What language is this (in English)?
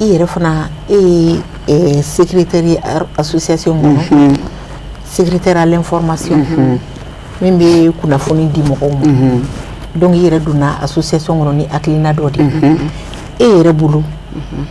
Bambara